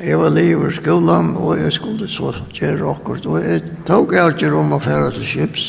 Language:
Faroese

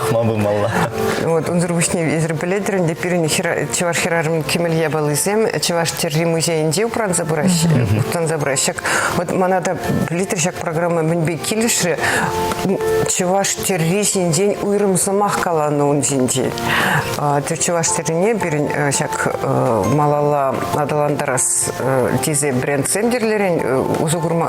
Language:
Chuvash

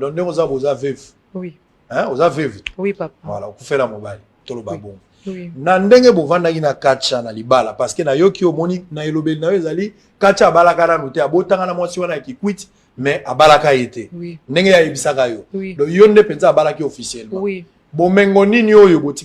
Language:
Lingala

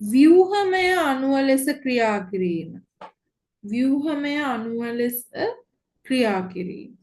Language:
Sinhala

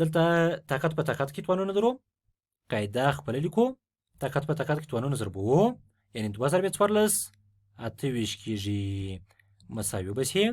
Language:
Pashto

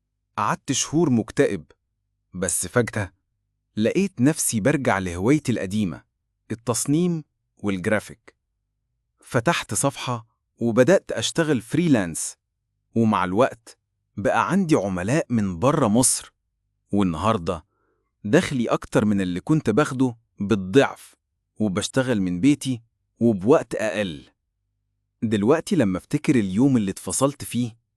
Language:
Egyptian Arabic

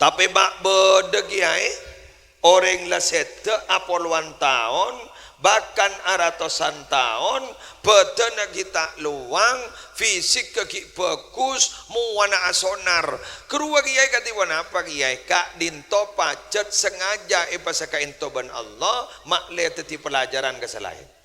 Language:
Madurese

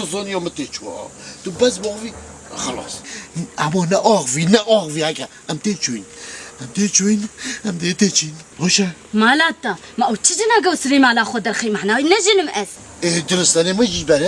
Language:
Kurdish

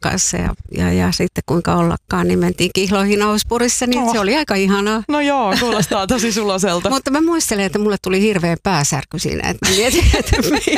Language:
Finnish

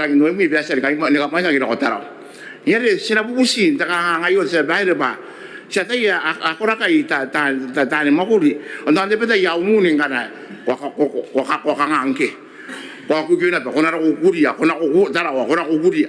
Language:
Gilbertese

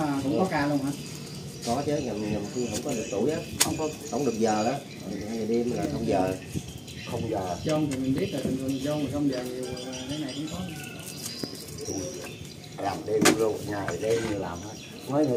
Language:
Vietnamese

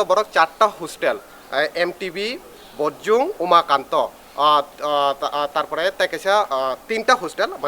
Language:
Kok Borok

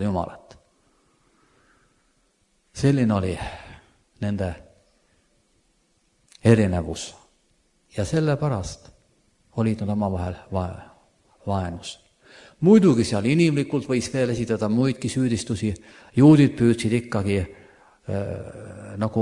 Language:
Estonian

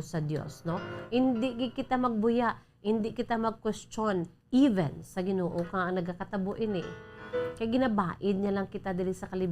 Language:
Hiligaynon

